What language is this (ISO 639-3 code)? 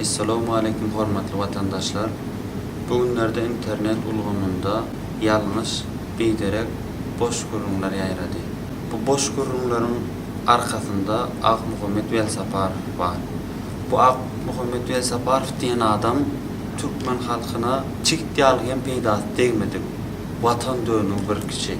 tuk